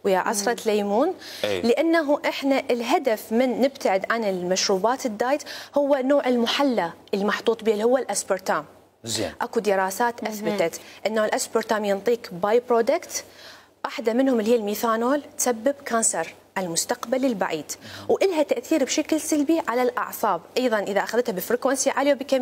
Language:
Mesopotamian Arabic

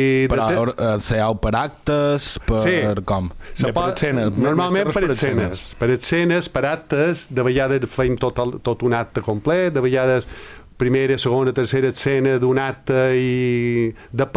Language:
Catalan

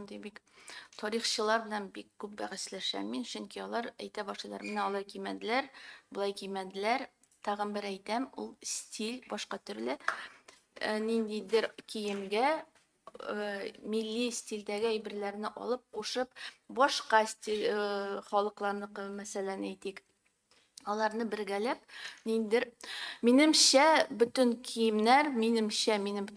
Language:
Tatar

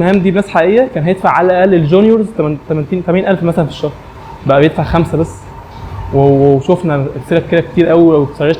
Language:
Egyptian Arabic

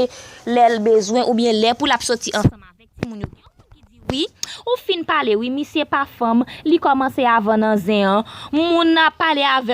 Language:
Haitian Creole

